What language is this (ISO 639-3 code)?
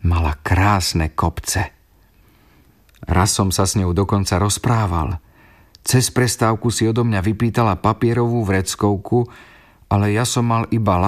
slk